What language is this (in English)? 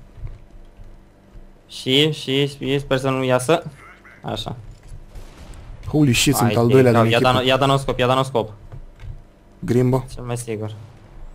Romanian